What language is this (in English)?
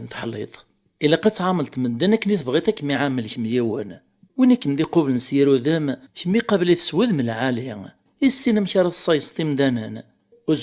Kabyle